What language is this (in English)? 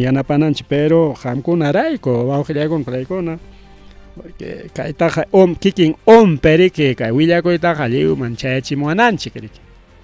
Ayacucho Quechua